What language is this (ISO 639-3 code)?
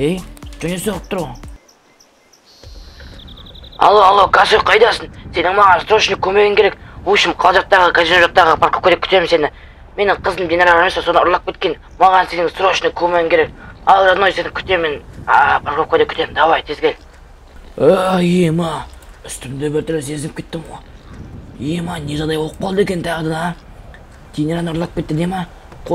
kaz